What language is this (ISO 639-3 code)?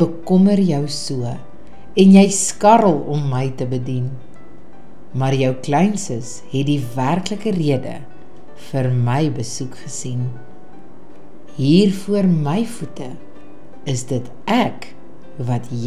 afr